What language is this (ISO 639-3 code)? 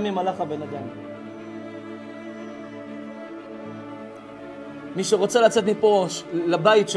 heb